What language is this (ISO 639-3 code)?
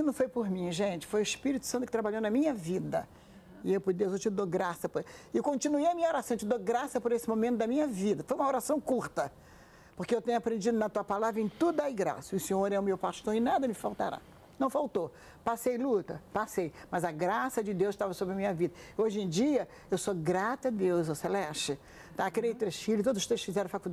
por